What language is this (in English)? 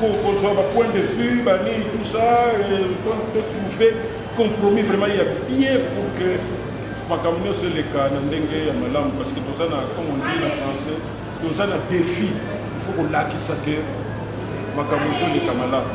Lingala